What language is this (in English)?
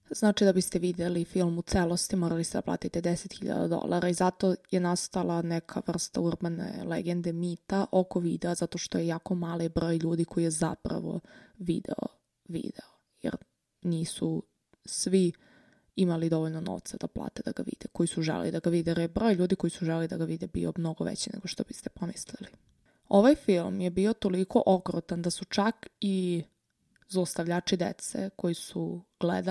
Serbian